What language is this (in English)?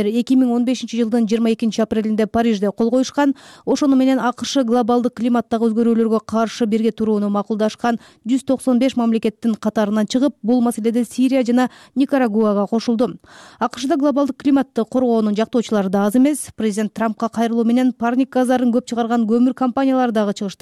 Kyrgyz